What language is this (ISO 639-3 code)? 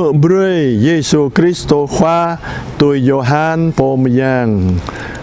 jra